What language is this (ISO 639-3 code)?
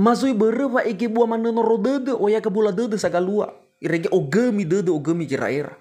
nia